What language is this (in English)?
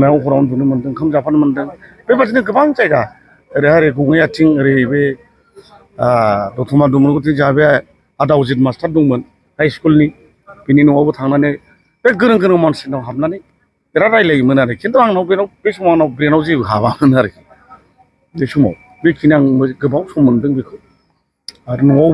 Bodo